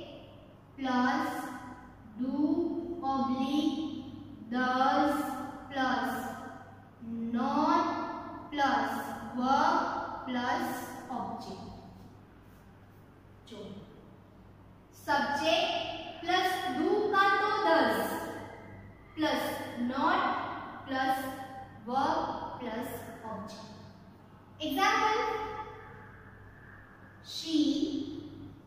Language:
Gujarati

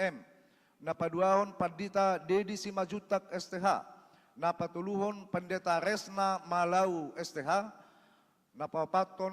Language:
Batak Toba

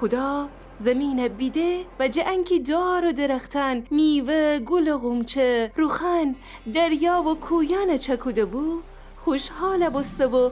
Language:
Gilaki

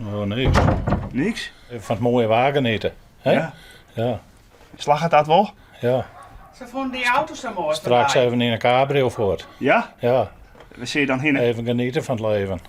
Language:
Western Frisian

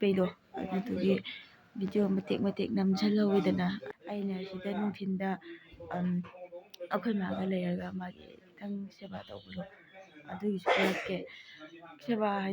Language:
Manipuri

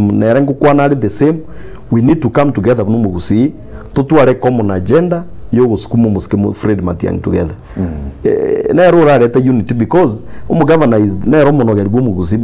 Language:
Gusii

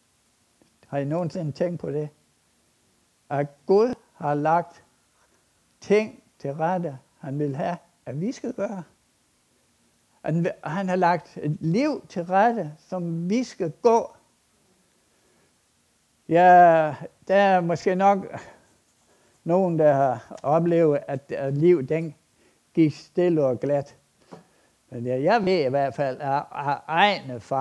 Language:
Danish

